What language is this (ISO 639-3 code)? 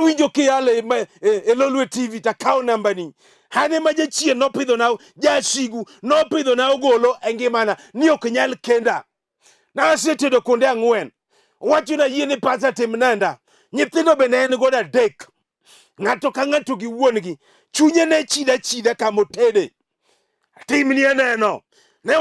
luo